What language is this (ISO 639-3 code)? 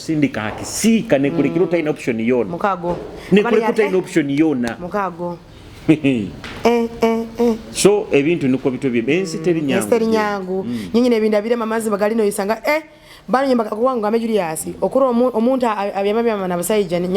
nyo